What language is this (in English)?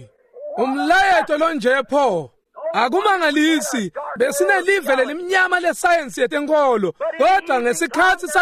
Swati